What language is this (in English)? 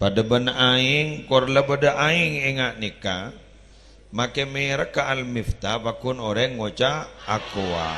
Madurese